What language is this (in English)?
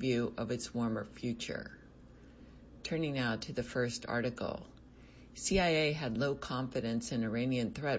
English